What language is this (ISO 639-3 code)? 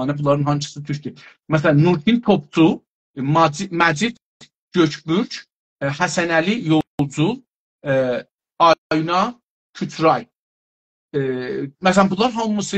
azb